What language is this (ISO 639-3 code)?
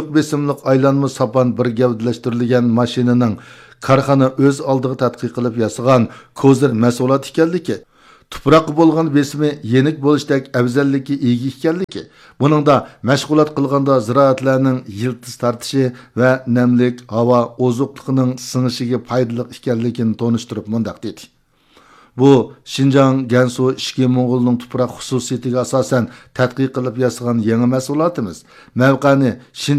uig